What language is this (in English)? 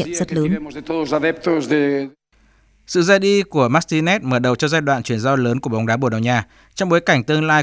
Vietnamese